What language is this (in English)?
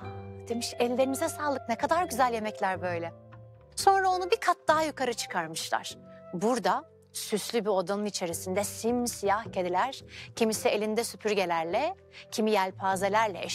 Turkish